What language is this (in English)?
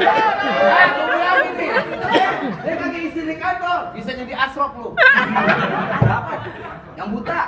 Betawi